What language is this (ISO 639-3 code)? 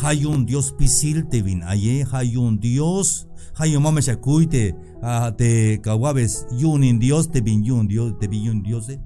tzh